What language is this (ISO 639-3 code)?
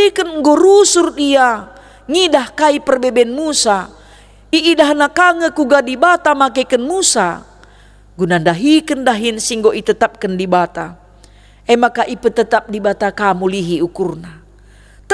btx